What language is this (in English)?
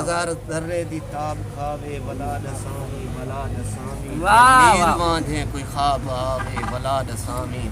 Saraiki